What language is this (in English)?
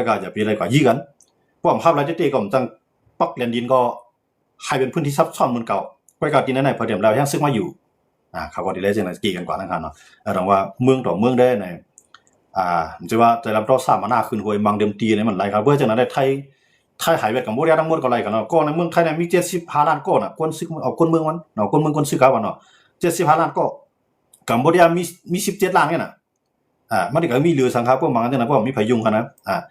Shan